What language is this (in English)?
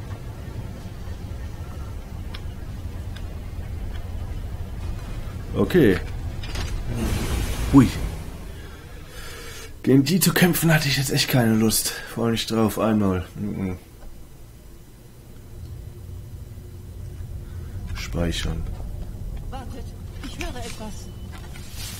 German